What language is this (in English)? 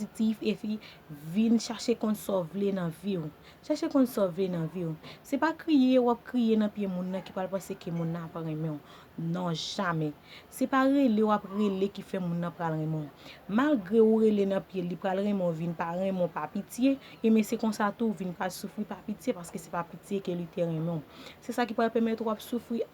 Haitian Creole